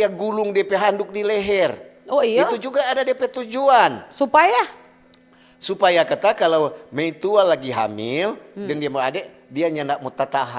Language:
Manado Malay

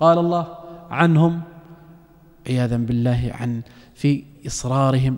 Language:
Arabic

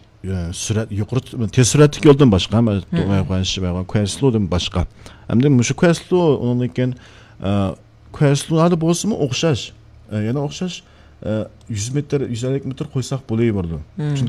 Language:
Uyghur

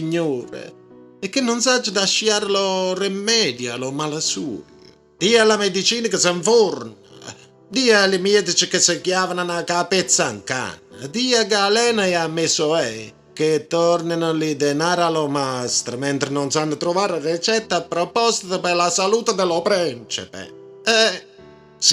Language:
Neapolitan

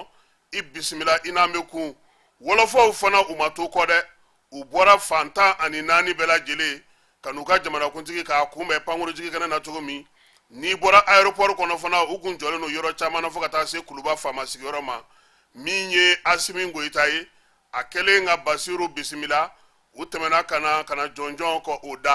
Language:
Bambara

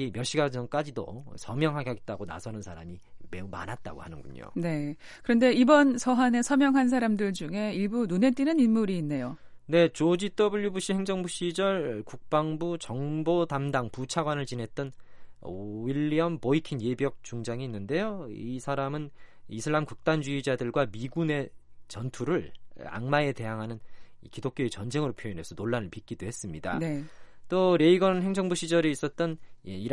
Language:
Korean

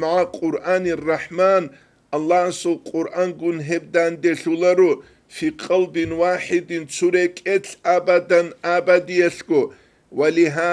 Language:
Avaric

